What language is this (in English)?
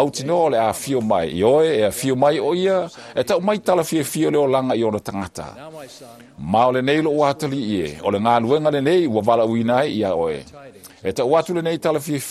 Samoan